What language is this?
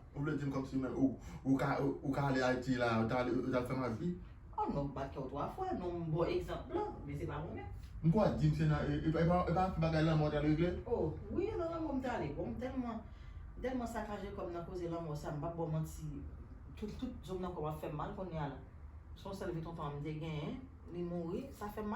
Haitian Creole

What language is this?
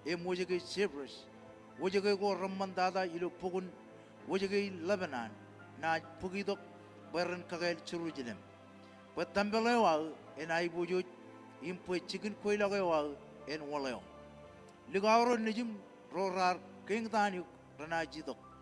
Marshallese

